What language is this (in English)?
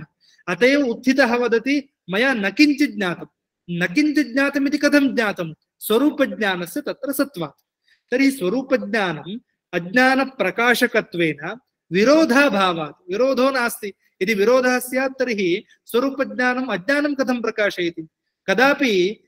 Sanskrit